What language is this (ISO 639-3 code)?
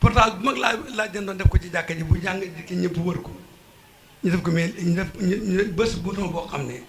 wol